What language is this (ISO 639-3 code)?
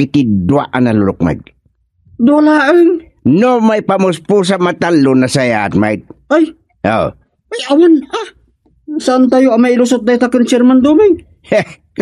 ilo